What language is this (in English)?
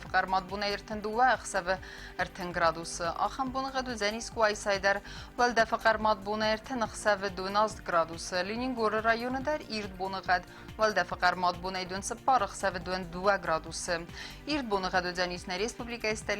Ossetic